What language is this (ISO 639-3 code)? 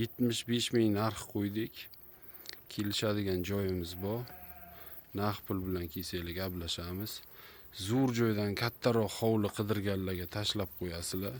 uzb